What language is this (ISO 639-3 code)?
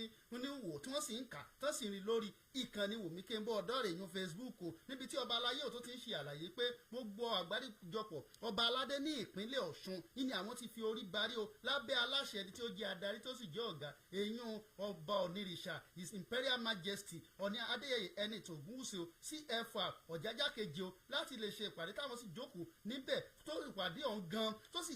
yor